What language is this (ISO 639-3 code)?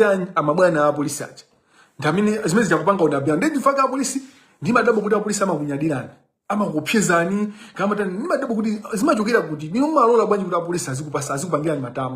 nya